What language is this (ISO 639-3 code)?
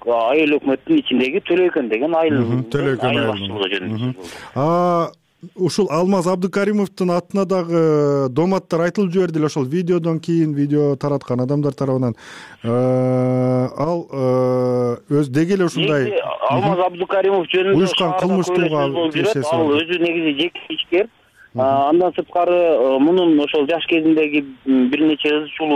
kir